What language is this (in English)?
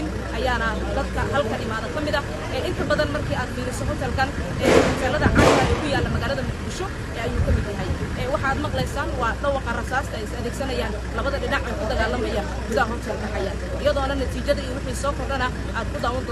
Somali